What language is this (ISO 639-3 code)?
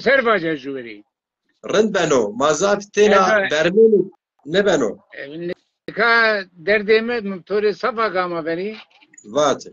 zza